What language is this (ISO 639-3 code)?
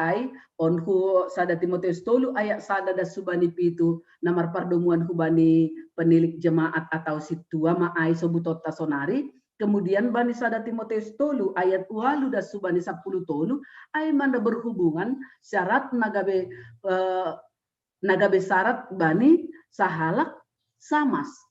bts